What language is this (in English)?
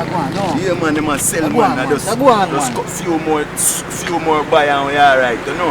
Jamaican Creole English